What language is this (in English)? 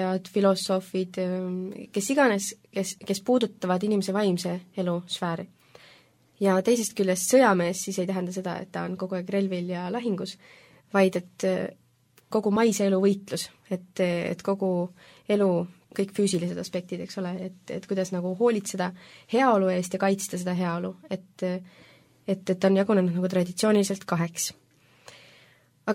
Estonian